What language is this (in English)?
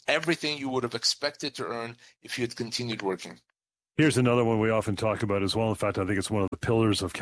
English